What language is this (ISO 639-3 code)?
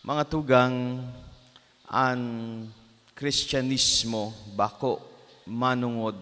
bik